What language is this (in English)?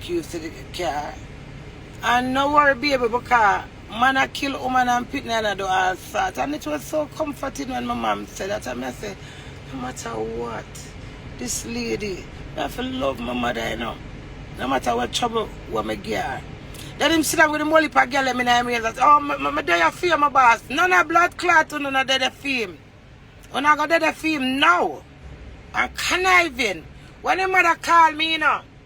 Jamaican Creole English